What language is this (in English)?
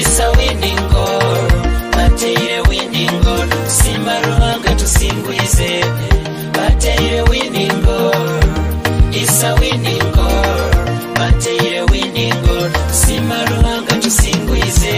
Nyoro